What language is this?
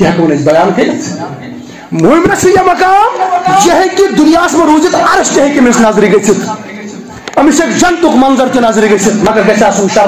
Kashmiri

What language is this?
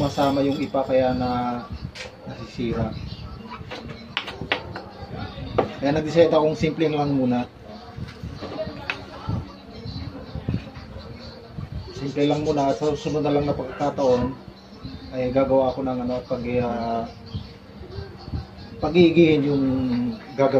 Filipino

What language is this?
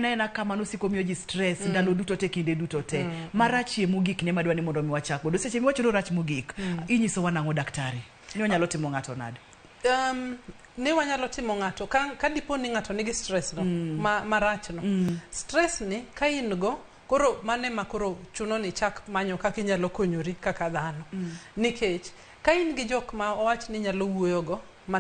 Luo (Kenya and Tanzania)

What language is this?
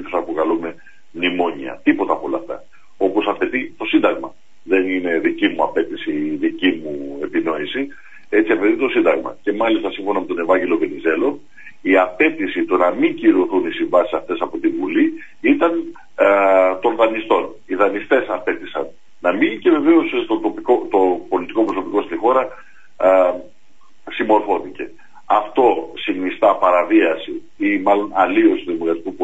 Greek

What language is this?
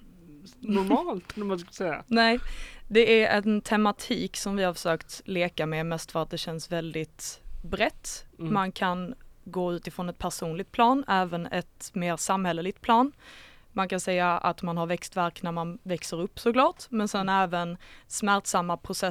Swedish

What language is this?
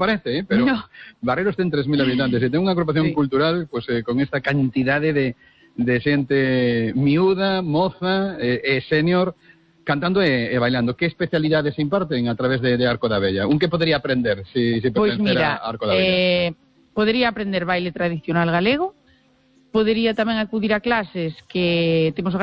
Galician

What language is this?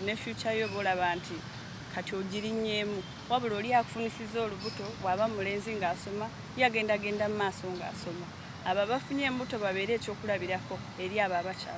Ganda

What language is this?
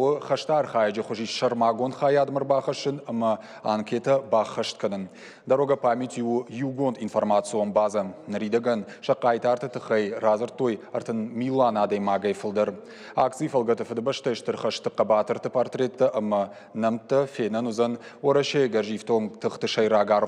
Ossetic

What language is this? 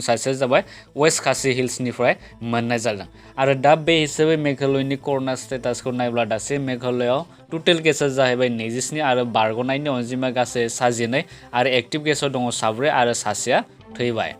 Bodo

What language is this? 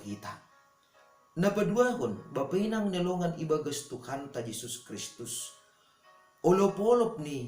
Batak Simalungun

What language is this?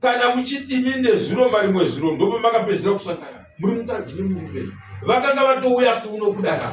Shona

